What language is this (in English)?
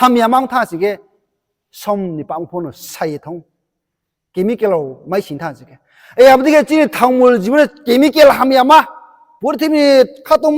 Riang (India)